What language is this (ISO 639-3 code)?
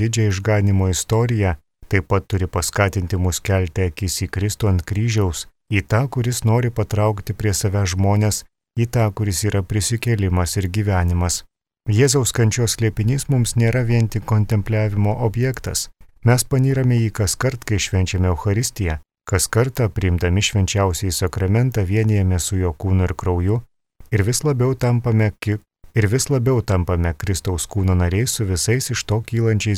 lit